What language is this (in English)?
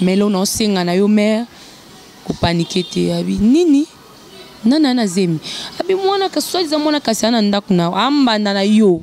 Lingala